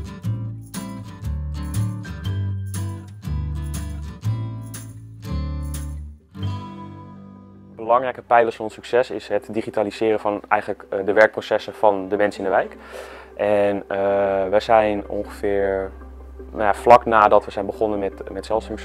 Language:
Dutch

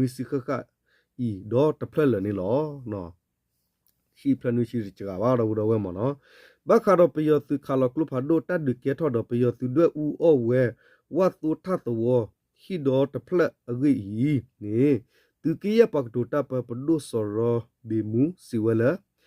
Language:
S'gaw Karen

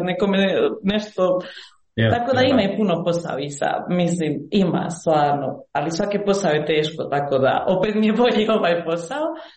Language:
Croatian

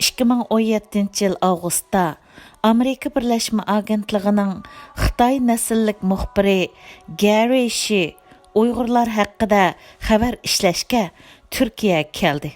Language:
Uyghur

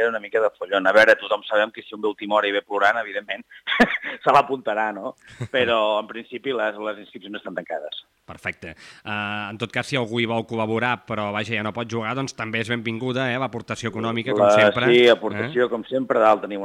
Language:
Catalan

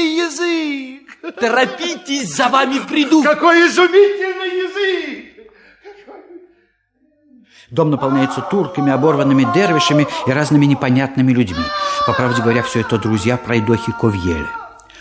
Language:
Russian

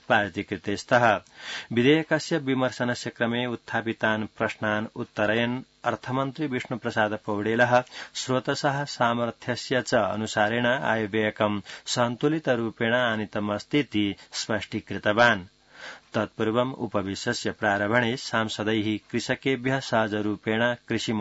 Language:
Sanskrit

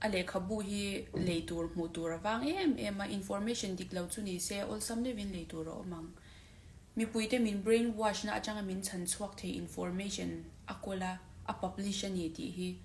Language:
Mizo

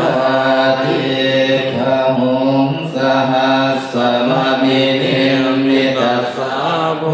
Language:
Pali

